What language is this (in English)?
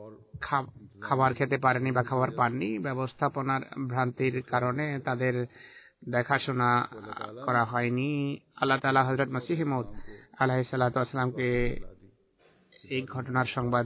Bangla